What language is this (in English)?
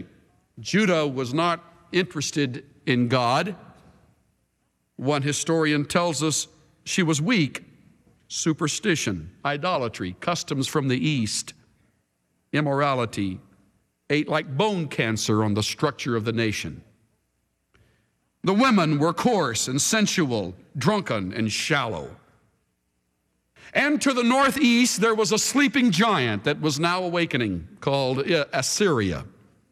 English